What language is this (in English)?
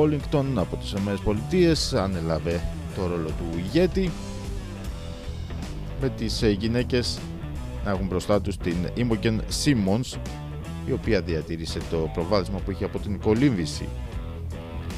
Greek